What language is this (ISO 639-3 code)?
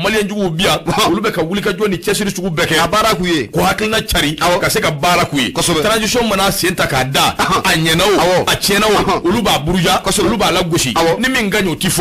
bam